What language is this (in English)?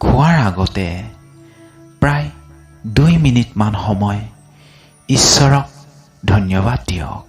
Assamese